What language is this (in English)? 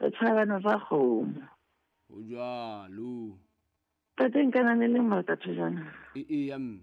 Southern Sotho